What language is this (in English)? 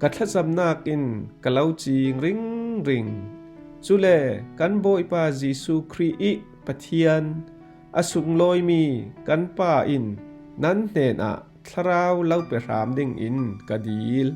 Falam Chin